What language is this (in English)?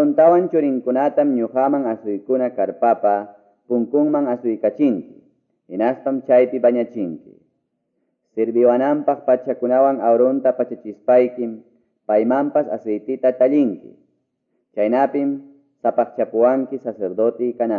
Quechua